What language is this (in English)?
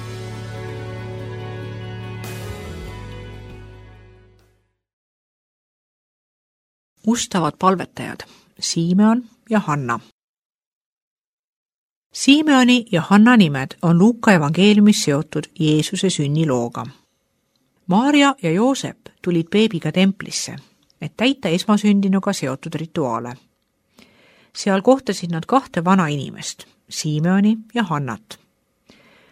Estonian